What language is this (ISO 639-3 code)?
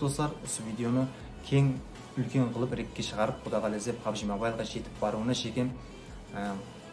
kaa